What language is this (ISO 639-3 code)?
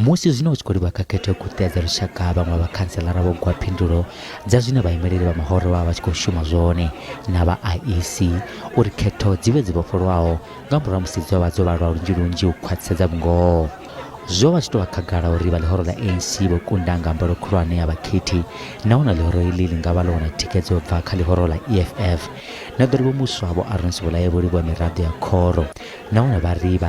ven